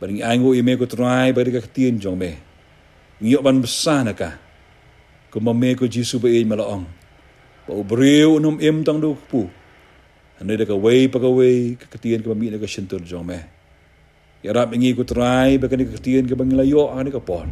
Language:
Khasi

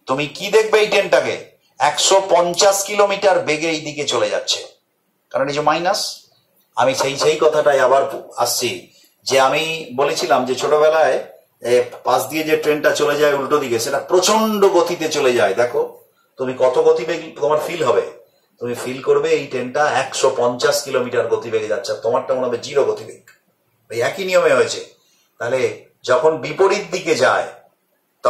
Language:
Bangla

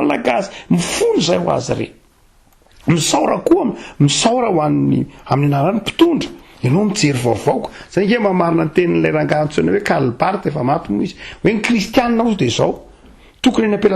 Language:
Malagasy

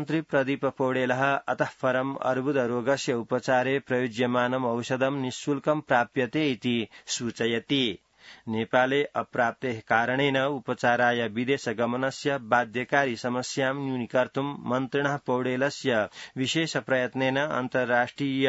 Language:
Sanskrit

